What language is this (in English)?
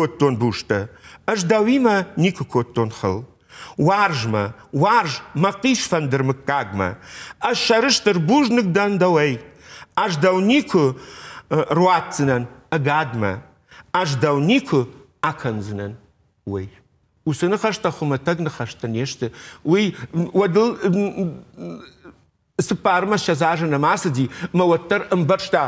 Ossetic